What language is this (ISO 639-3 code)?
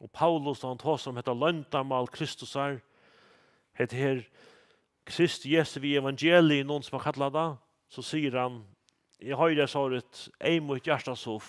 fao